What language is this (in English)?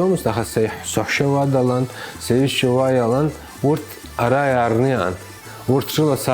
Abkhazian